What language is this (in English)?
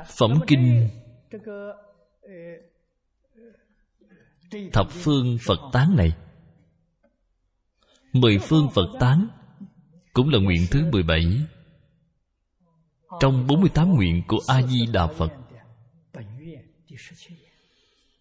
Vietnamese